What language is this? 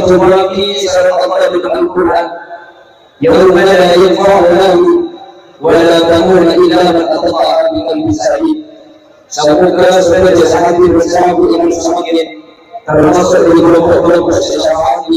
Madurese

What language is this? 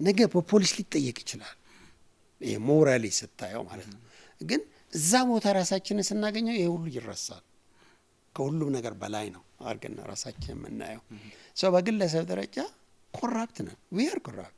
Amharic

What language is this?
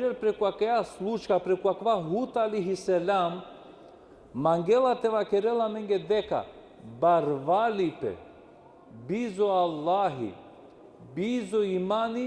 Balkan Romani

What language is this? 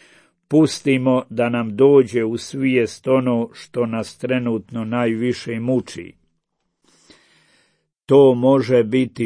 Croatian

